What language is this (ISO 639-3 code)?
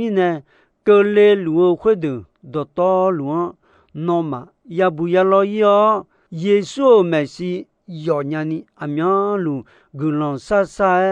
ahk